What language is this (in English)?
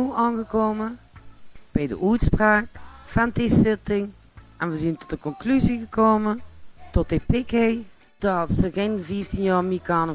Limburgish